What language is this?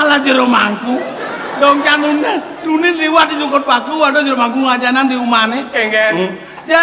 Balinese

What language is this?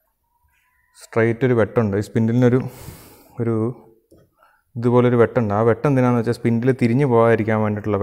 Malayalam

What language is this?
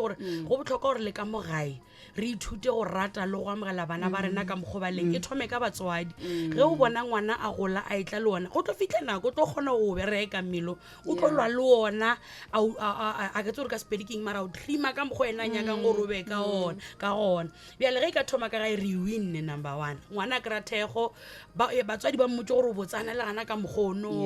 Northern Sotho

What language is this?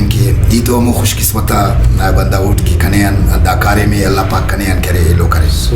Brahui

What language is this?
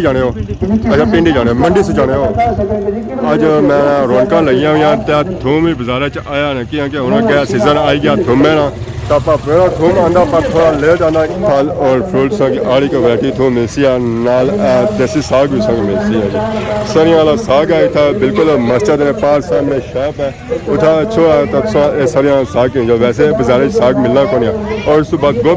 Pahari-Potwari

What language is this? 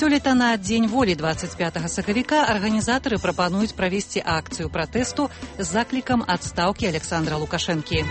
Belarusian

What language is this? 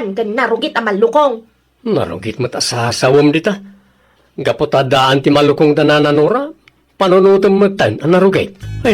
Iloko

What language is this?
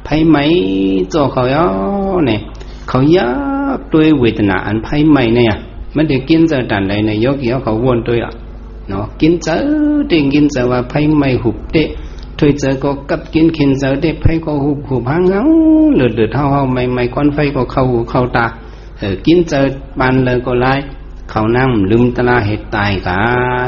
Shan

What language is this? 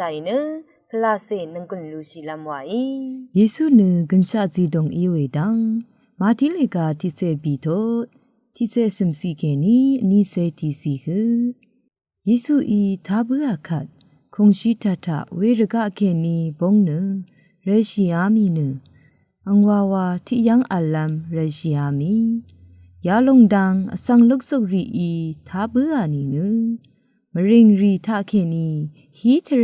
Rawang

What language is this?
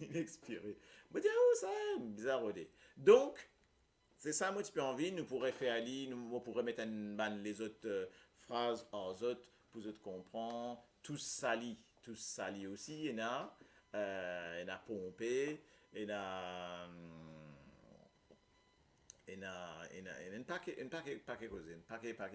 Morisyen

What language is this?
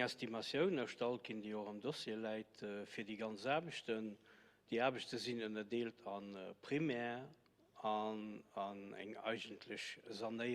Luxembourgish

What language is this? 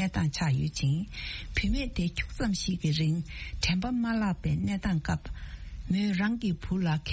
Tibetan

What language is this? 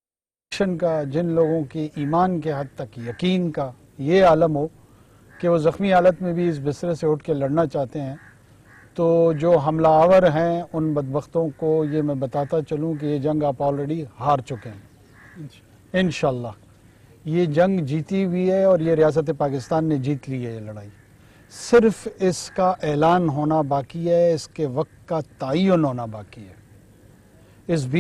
Urdu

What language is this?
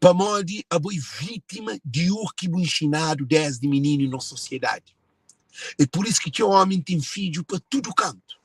Kabuverdianu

